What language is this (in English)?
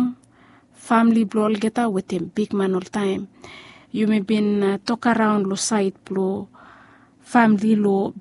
Bislama